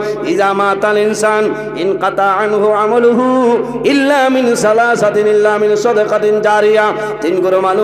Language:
Sylheti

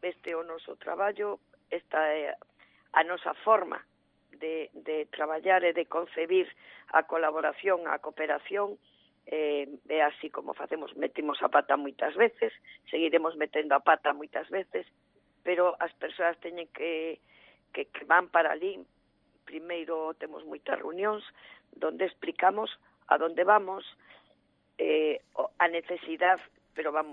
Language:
Galician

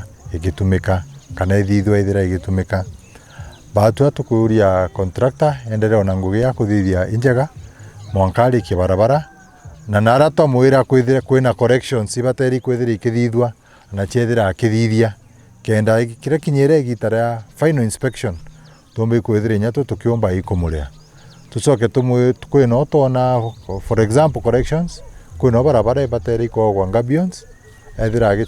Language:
Meru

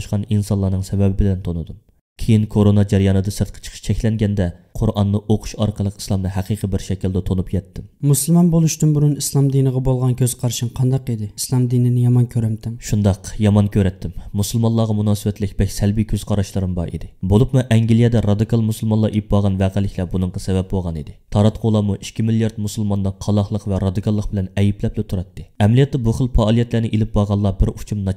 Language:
Uyghur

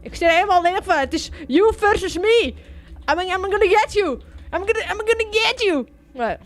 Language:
Western Frisian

